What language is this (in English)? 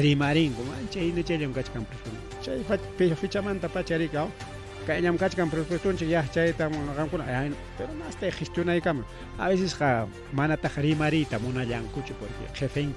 Ayacucho Quechua